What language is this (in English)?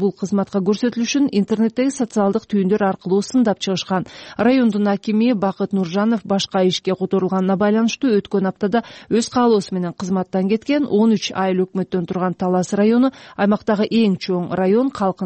Kyrgyz